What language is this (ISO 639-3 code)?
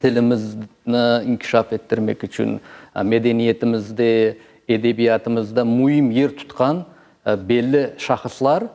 crh